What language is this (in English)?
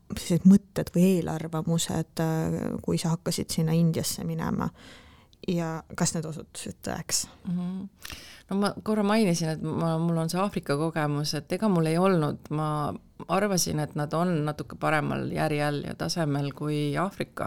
Estonian